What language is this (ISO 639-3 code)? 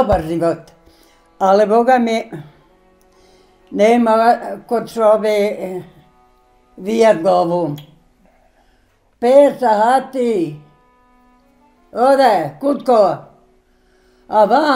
bos